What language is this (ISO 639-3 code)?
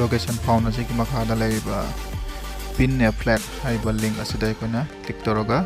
mni